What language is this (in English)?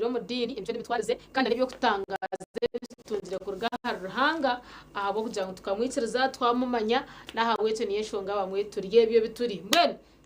Nyankole